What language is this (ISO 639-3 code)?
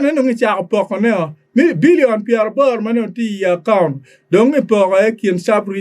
ach